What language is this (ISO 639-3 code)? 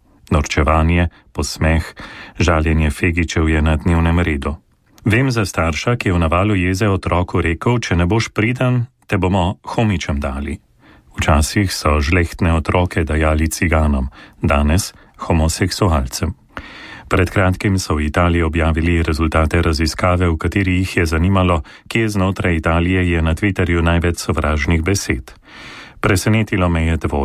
slv